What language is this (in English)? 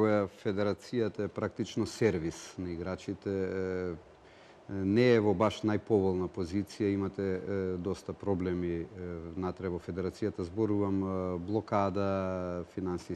Macedonian